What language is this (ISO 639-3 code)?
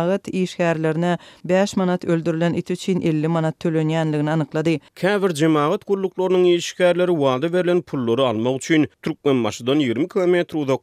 tuk